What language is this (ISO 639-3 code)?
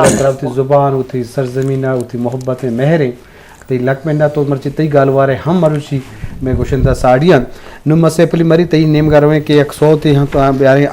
bgp